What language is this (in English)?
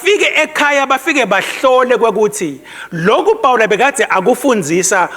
Swati